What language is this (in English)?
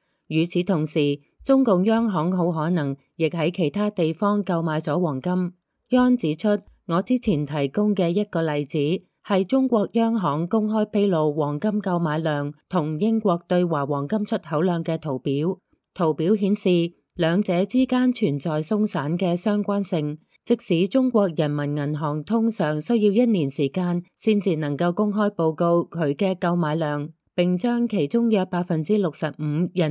Cantonese